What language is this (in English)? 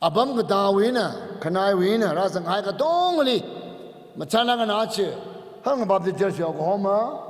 Tangkhul Naga (India)